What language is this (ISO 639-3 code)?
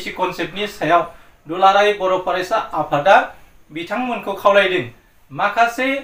brx